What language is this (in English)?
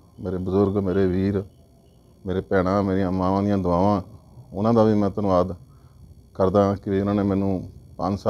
Punjabi